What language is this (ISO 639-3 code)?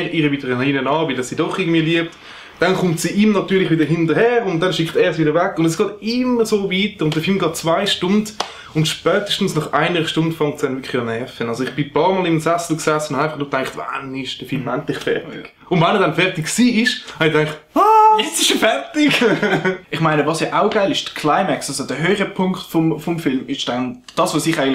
gsw